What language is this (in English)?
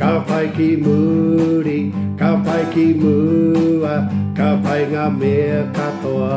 Māori